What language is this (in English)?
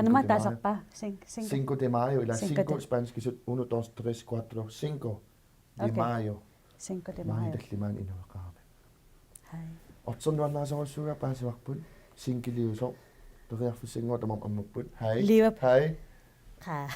Kalaallisut